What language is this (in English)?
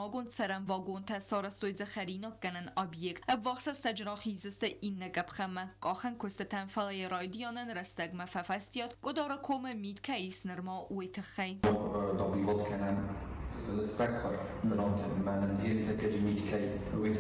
Ossetic